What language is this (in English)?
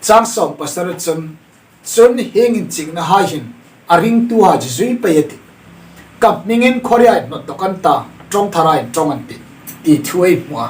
Hmar